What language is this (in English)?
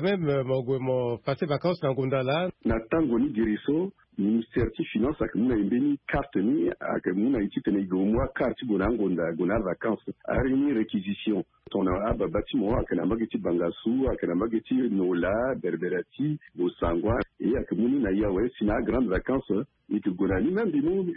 Sango